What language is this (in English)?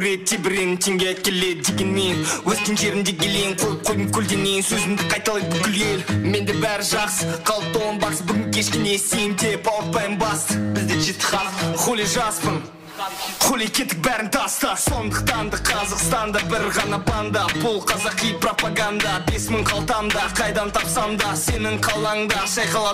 Kara-Kalpak